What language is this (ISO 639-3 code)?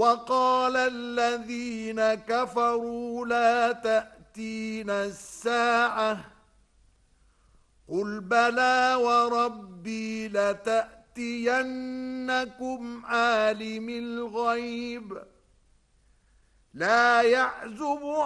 ara